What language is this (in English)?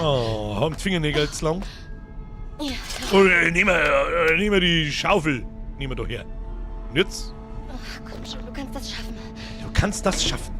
Bavarian